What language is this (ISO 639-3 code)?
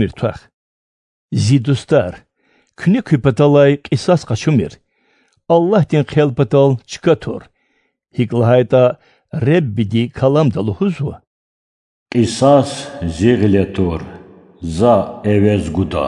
lez